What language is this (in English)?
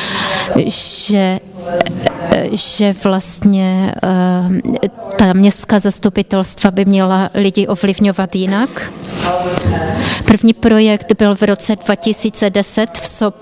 Czech